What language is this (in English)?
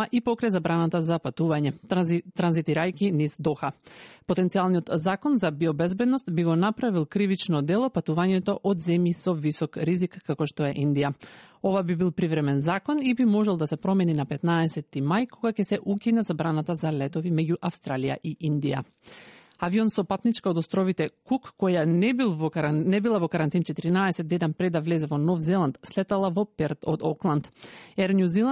Macedonian